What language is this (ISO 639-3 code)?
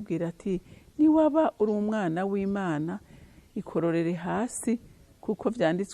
run